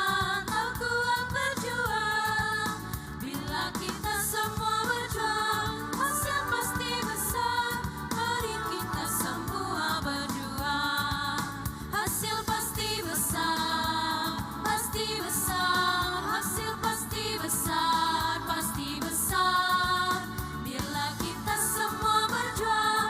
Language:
Ambonese Malay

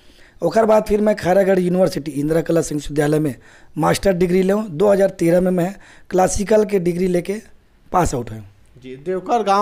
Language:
Chhattisgarhi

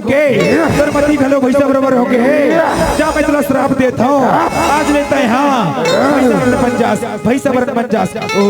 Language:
Chhattisgarhi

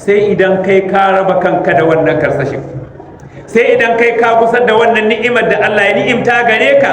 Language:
Hausa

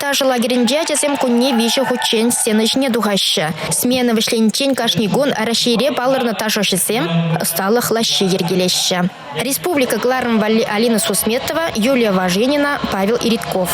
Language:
Chuvash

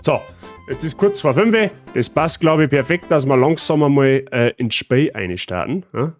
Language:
Bavarian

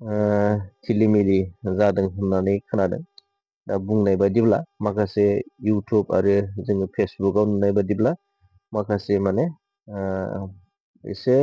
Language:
Bodo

